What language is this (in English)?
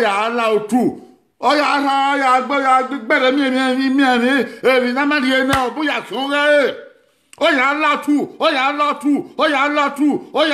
Bini